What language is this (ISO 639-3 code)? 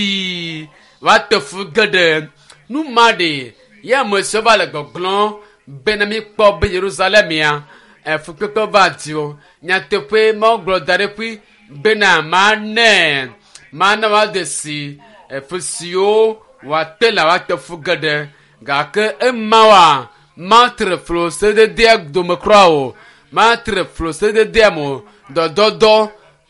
ewe